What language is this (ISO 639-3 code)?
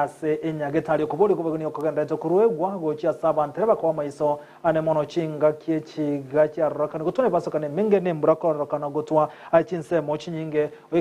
guz